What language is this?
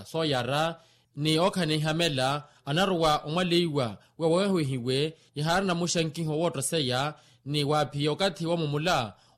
Makhuwa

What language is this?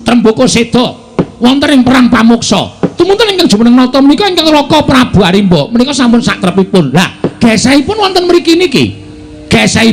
Javanese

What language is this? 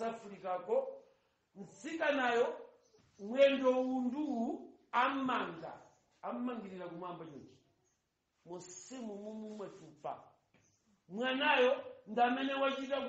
Nyanja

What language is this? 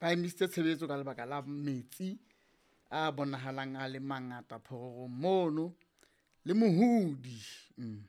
Southern Sotho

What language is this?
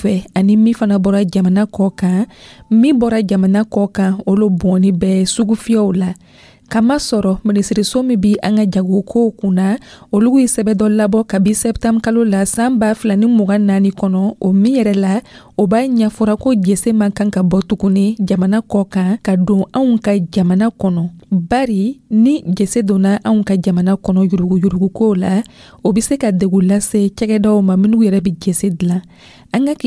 Dyula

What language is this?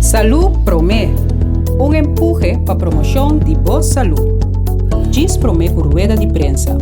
Papiamento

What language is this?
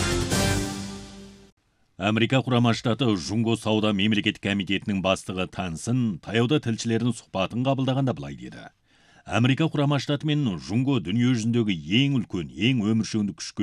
Kazakh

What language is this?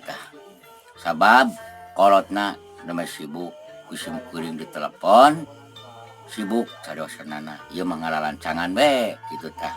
Sundanese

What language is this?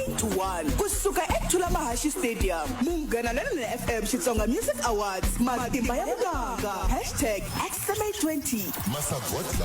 Tsonga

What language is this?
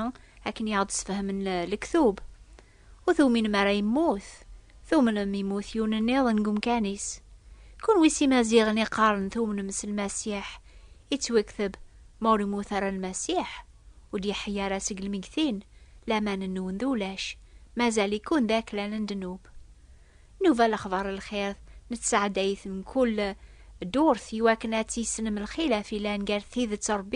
Kabyle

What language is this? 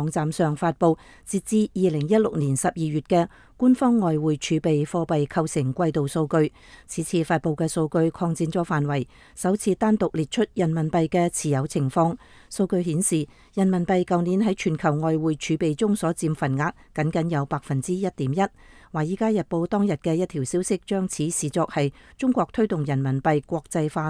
Cantonese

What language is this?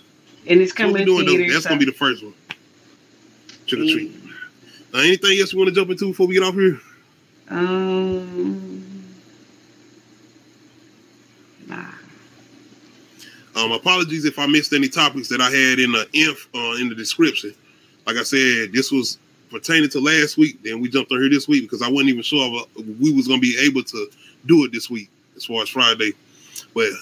English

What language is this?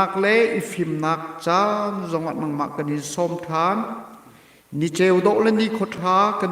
Hakha Chin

